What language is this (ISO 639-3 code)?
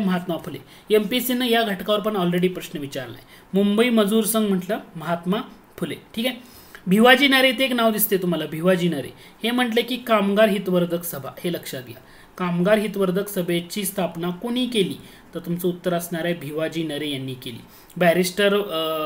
mar